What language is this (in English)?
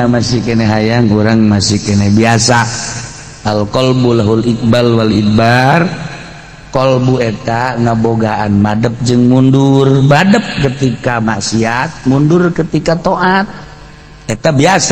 Sundanese